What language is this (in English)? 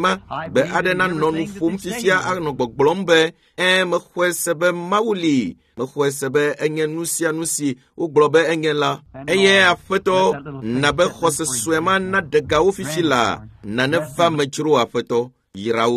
Ewe